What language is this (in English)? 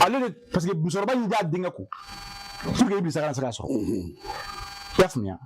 Bambara